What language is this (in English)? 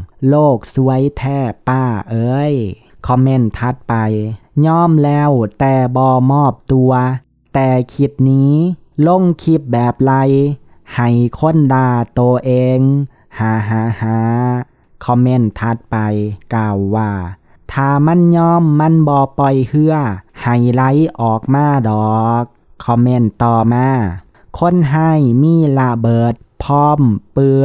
Lao